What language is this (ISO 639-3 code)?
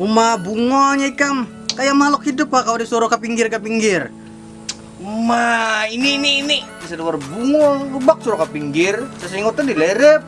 bjn